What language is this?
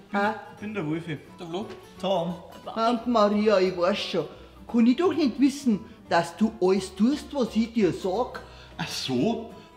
Bavarian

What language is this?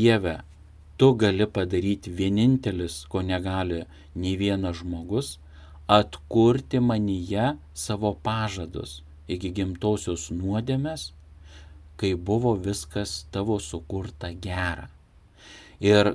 Lithuanian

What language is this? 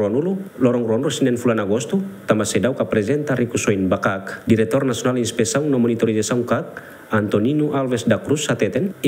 Tetum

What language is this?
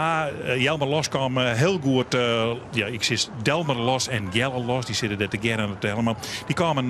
Western Frisian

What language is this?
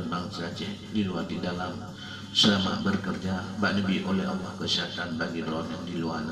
Achinese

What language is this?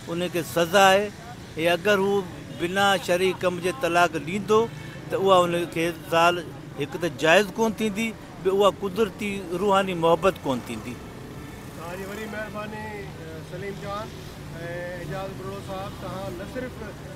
Sindhi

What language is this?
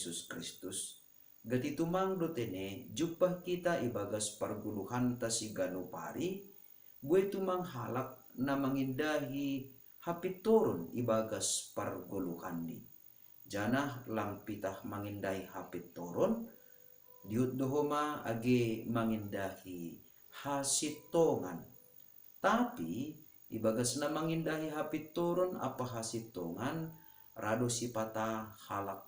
Batak Simalungun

